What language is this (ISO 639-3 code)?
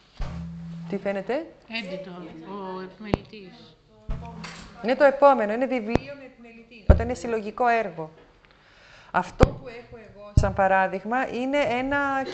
ell